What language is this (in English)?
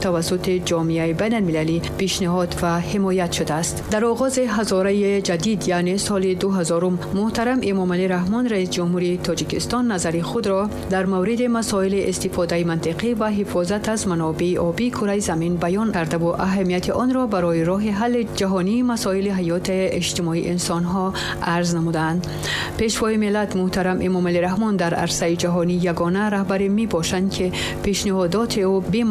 Tajik